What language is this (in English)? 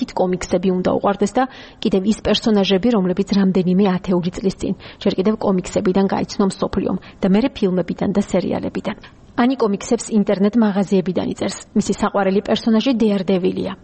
Georgian